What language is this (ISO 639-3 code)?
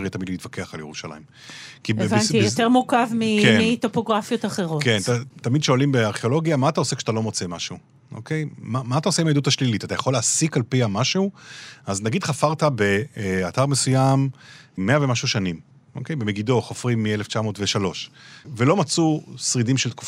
heb